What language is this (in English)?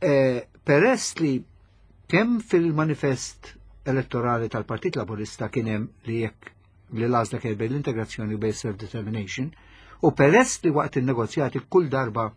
Maltese